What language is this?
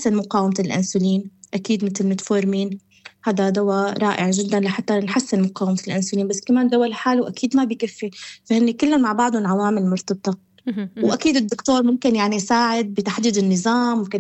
North Levantine Arabic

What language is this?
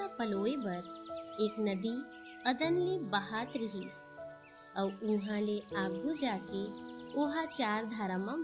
Chhattisgarhi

